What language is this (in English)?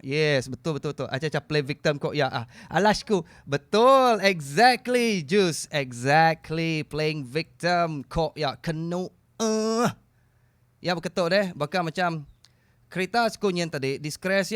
Iban